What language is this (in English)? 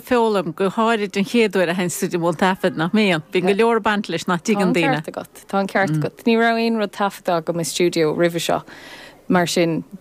Irish